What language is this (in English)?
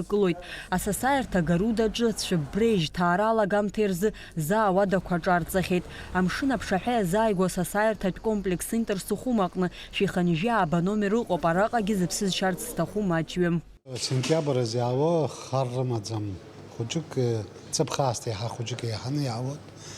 Abkhazian